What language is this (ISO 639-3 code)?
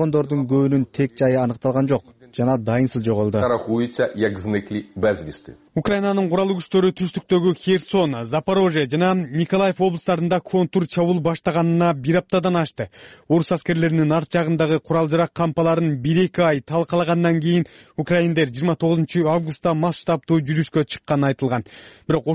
kir